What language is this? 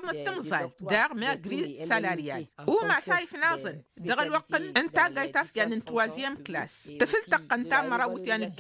Tamasheq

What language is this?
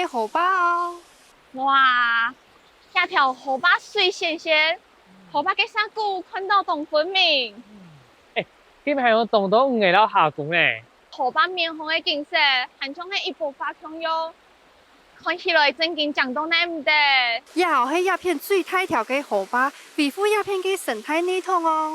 Hakka Chinese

